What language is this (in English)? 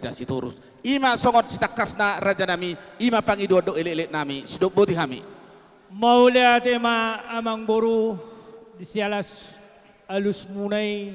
Batak Toba